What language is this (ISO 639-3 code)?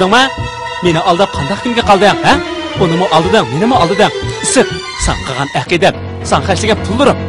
uig